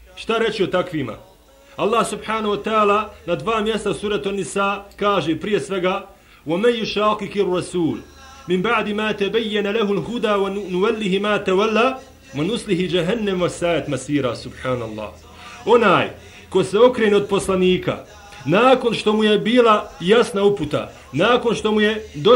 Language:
Bosnian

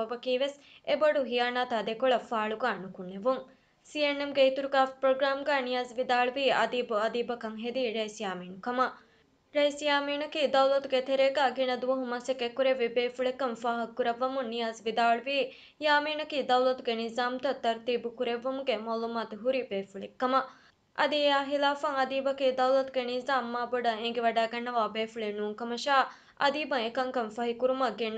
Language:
Divehi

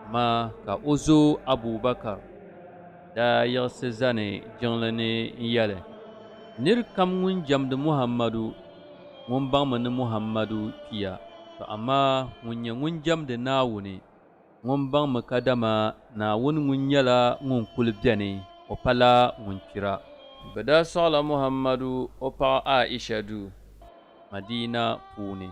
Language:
Dagbani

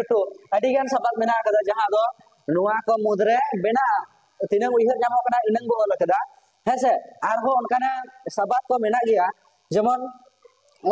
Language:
Santali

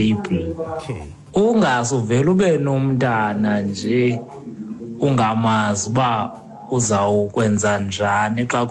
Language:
Xhosa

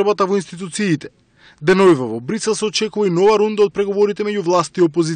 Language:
Macedonian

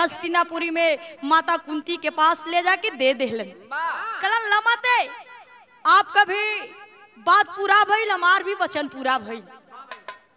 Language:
Bhojpuri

